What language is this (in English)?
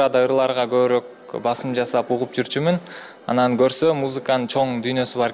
Kyrgyz